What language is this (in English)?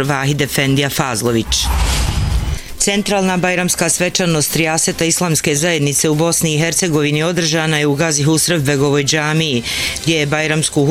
Bosnian